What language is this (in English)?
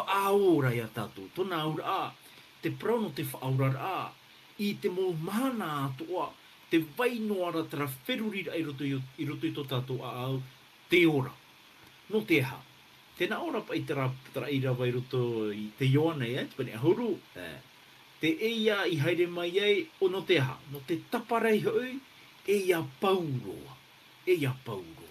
Tahitian